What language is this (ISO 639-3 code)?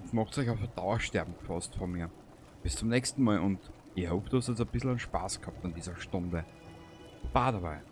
bar